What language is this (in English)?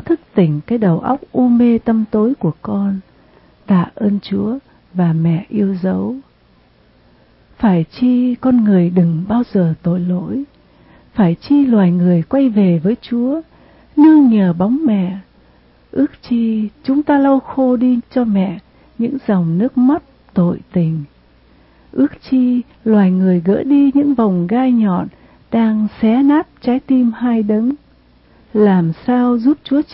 Vietnamese